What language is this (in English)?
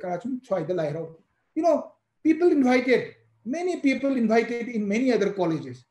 Manipuri